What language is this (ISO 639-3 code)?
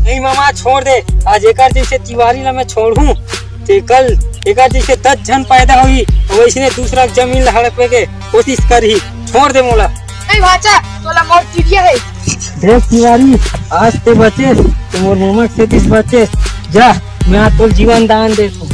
hne